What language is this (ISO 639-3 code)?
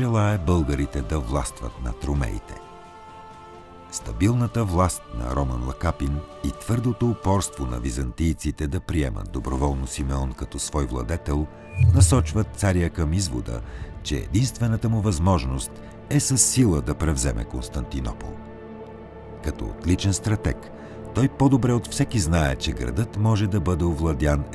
bul